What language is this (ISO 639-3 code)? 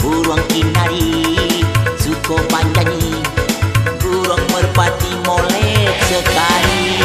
min